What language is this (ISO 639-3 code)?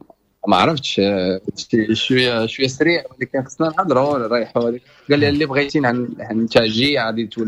ary